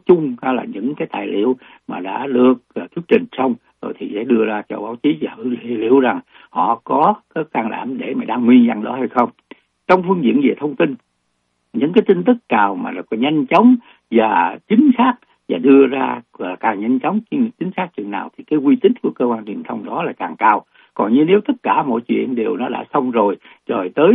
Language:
Vietnamese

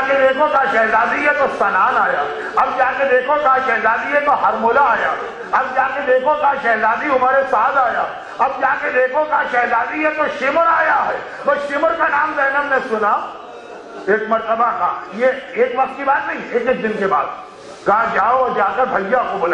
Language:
Urdu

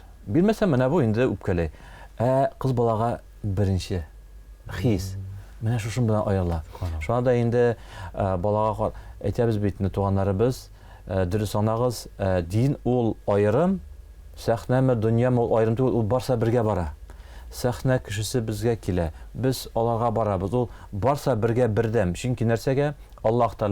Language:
Tatar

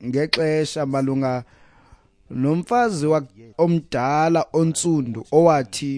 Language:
Xhosa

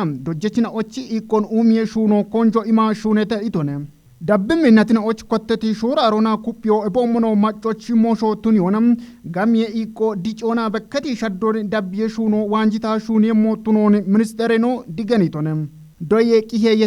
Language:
Kafa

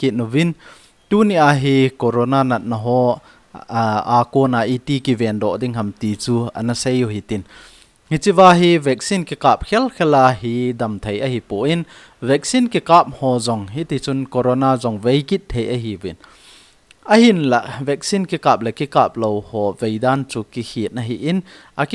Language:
Thado Chin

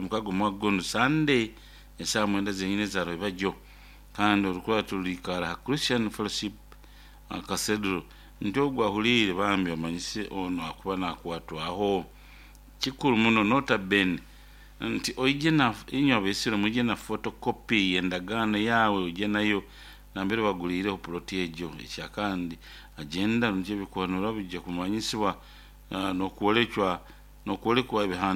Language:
Nyoro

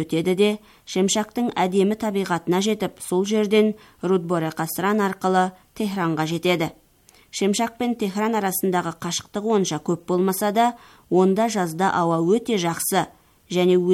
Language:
Kazakh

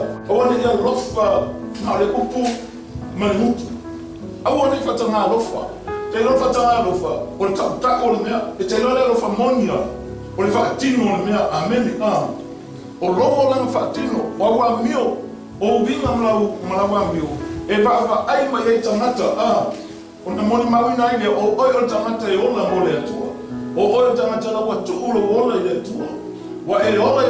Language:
Samoan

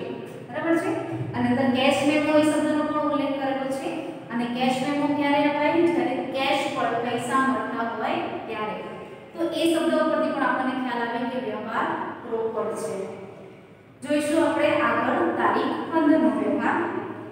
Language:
Gujarati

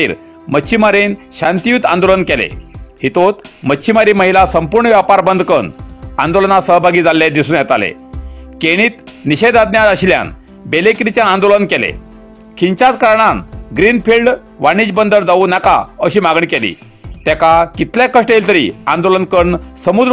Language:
Konkani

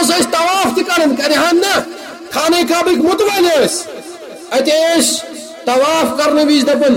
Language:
Kashmiri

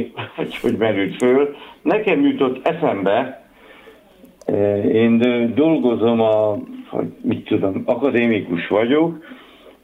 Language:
Hungarian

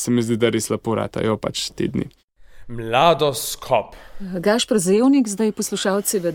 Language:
Slovenian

